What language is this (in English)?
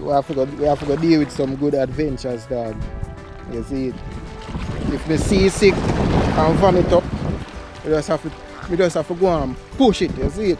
Jamaican Creole English